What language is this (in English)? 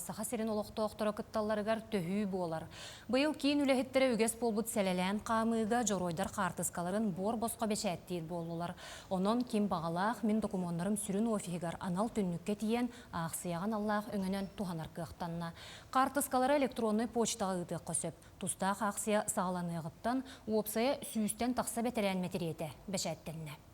Yakut